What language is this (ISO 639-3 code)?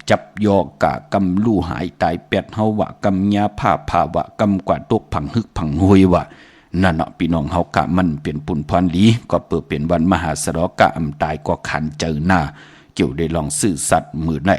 shn